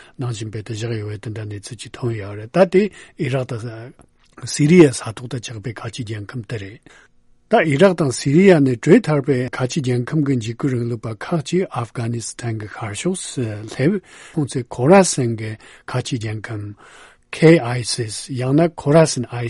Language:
Malagasy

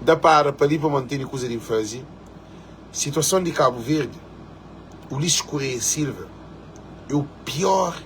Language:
Kabuverdianu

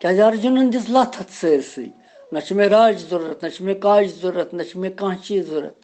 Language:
Kashmiri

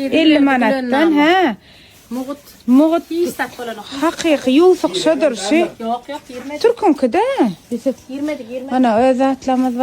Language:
Turkmen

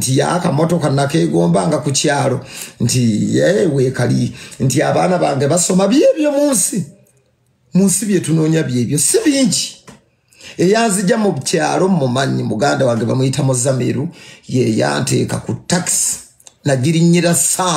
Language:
Ganda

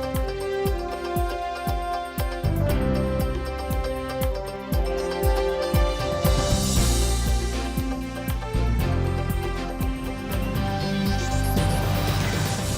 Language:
Udmurt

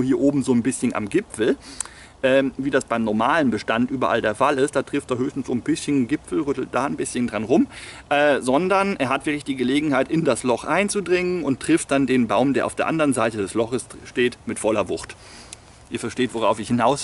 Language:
German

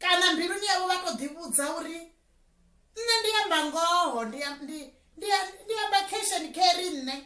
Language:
Venda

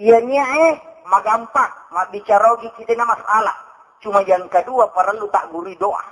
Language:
Buginese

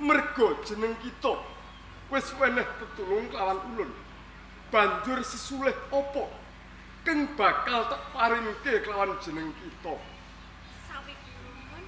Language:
Javanese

